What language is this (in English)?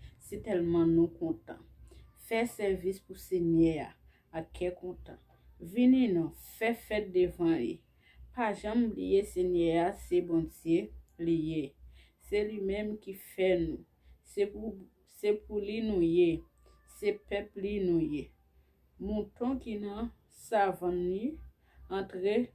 Haitian Creole